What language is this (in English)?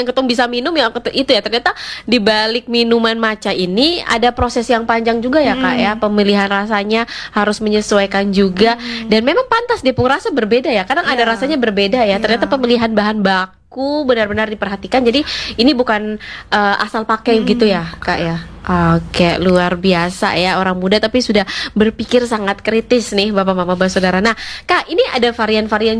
Indonesian